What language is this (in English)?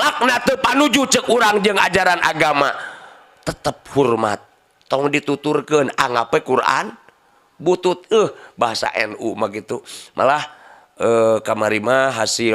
Sundanese